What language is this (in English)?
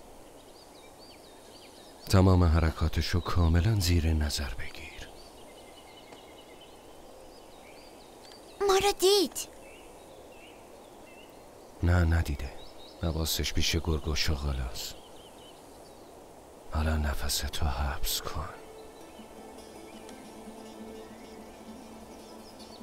Persian